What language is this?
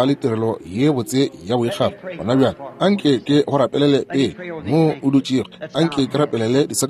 Northern Sotho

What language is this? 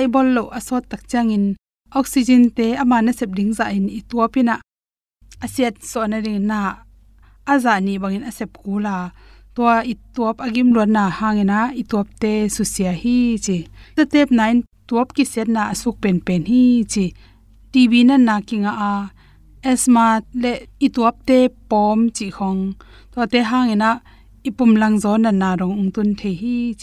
Tedim Chin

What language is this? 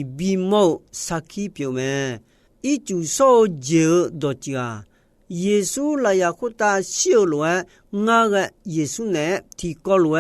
Akha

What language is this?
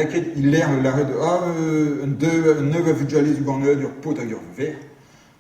Breton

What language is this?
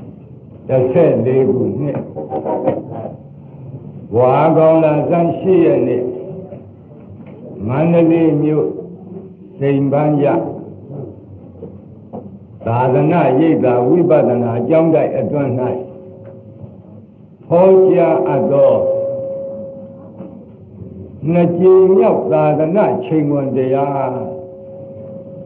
Burmese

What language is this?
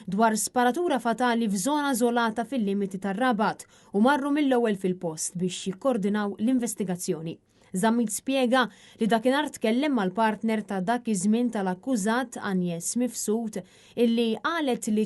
Maltese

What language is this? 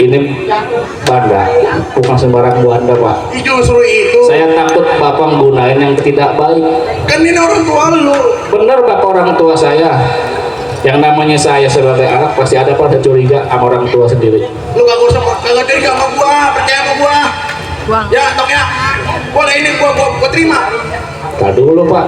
Betawi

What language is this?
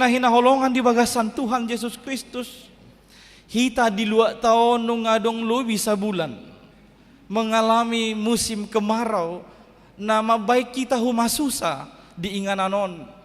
Batak Toba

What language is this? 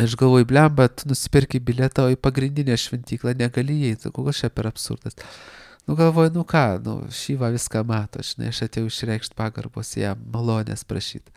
Lithuanian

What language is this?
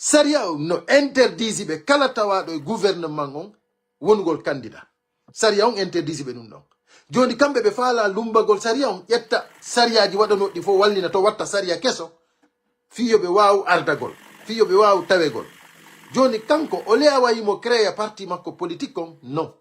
Pular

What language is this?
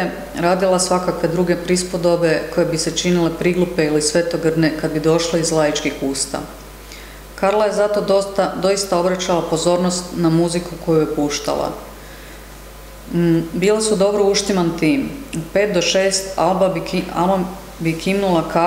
Croatian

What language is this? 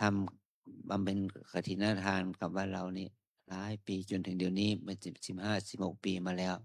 Pali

